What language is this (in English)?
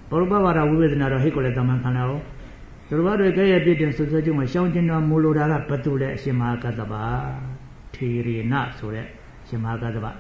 Burmese